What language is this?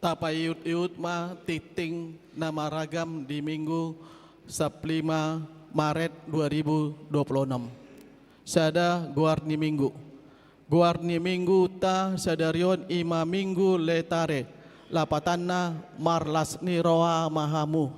Batak Toba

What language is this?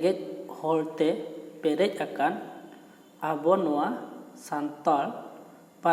Santali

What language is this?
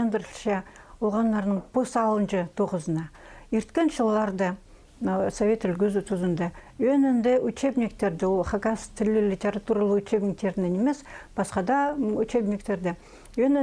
Khakas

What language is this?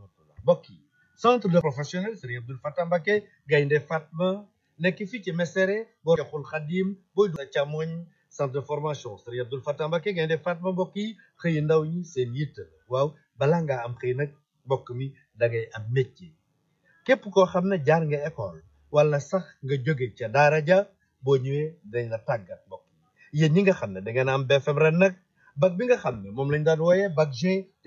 Wolof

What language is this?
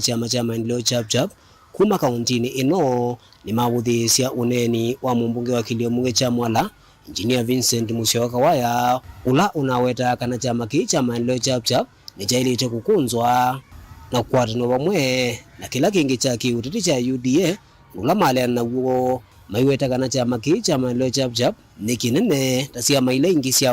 Kamba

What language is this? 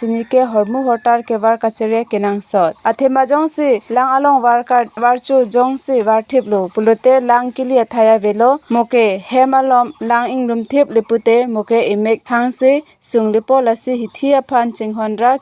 Karbi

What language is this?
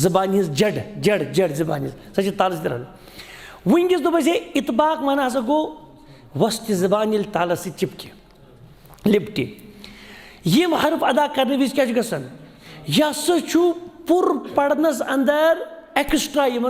Kashmiri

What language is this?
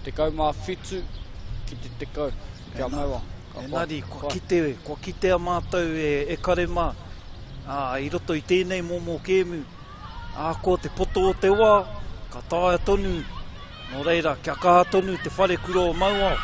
Māori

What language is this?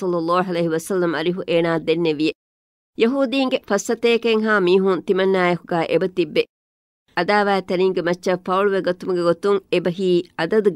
Divehi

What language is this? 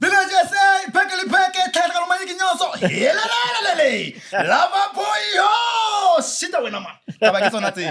Northern Sotho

